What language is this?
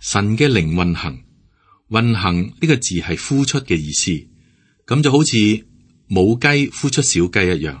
Cantonese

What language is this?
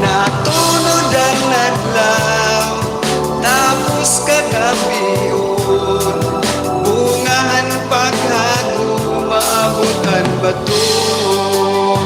Waray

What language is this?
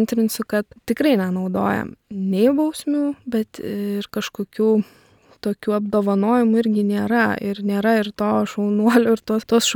Lithuanian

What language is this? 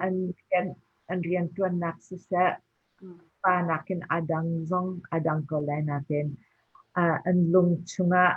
Hakha Chin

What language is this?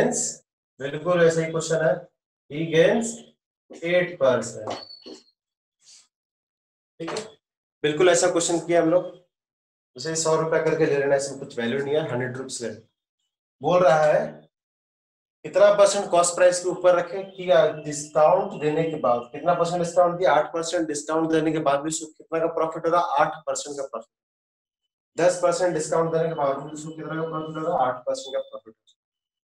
Hindi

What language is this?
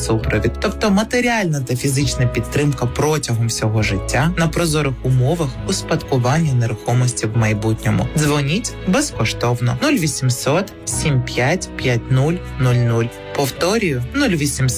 Ukrainian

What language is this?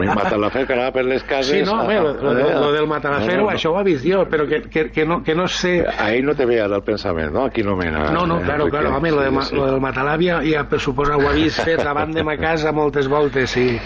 Catalan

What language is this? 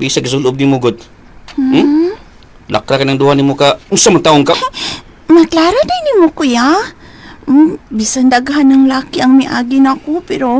Cebuano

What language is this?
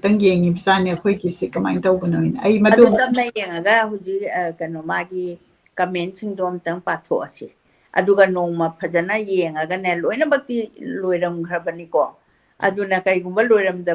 Manipuri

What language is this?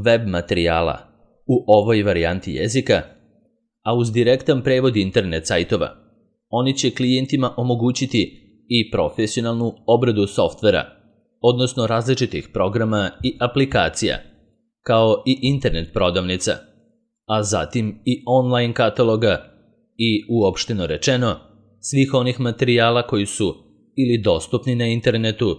Serbian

